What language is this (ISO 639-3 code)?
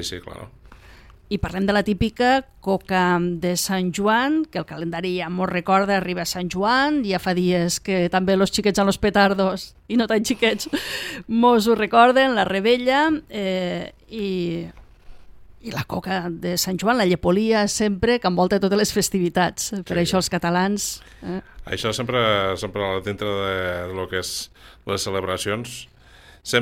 cat